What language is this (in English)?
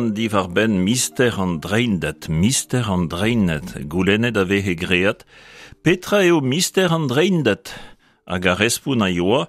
Breton